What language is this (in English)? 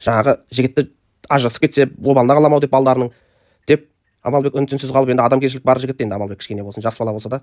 Kazakh